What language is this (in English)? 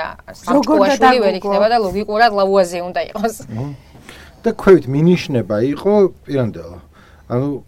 Georgian